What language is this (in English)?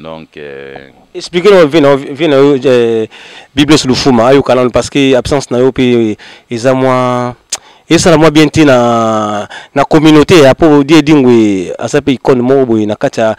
Lingala